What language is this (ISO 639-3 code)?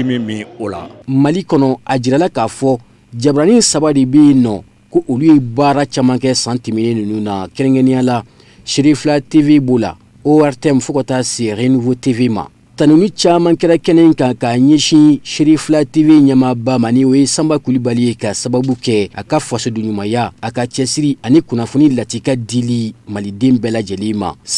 bam